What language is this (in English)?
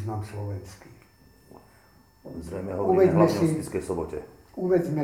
Slovak